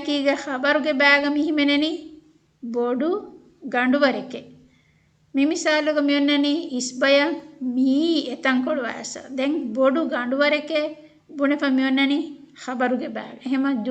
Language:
Divehi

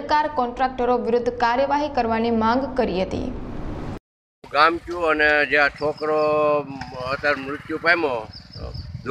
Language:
Gujarati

